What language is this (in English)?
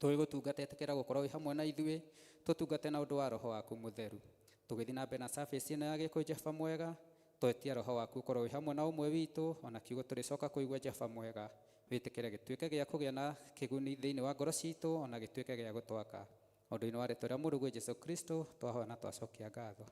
Kikuyu